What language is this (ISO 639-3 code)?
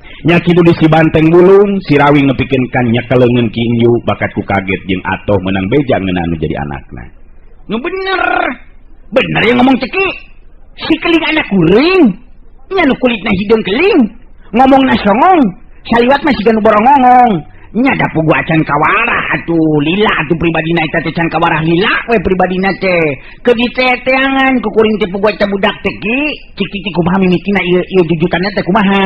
sun